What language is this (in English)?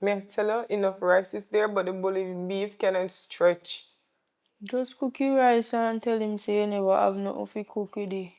Jamaican Creole English